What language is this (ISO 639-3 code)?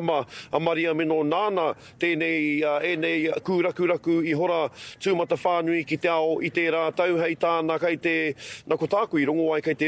mri